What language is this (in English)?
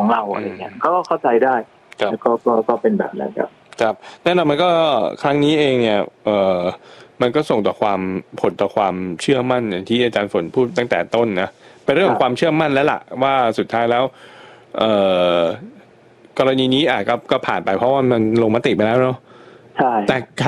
Thai